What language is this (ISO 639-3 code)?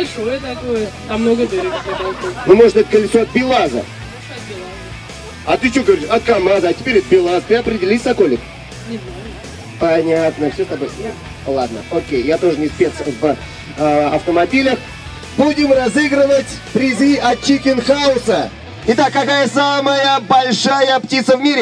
rus